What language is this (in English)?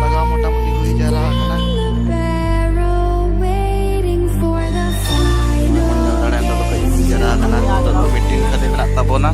Santali